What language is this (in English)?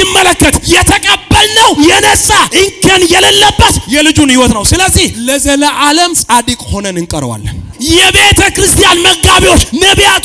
Amharic